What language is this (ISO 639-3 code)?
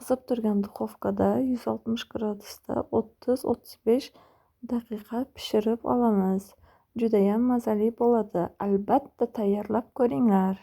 uzb